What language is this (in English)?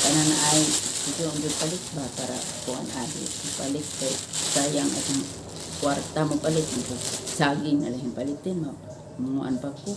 Cebuano